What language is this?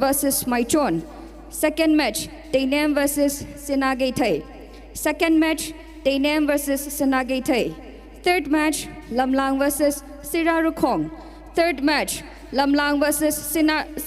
Tangkhul Naga (India)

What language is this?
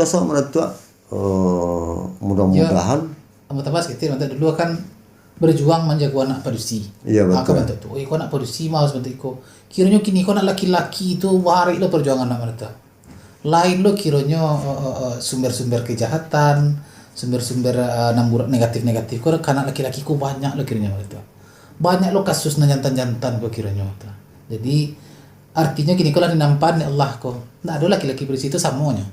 Minangkabau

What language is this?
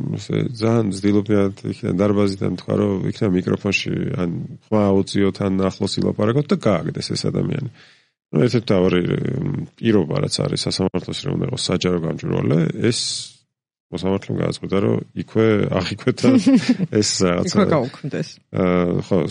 Georgian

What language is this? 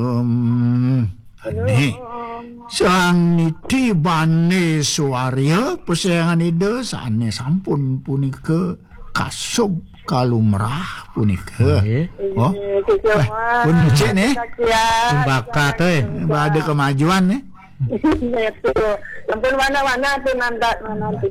Balinese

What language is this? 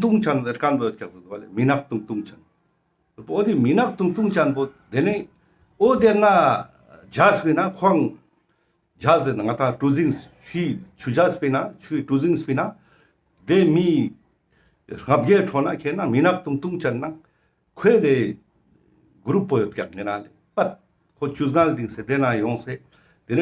Ladakhi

